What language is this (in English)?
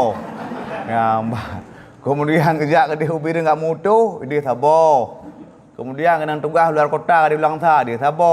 Achinese